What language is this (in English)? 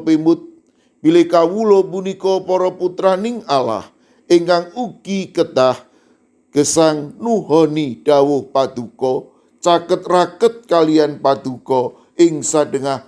Javanese